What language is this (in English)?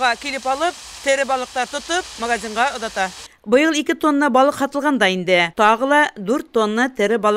Bashkir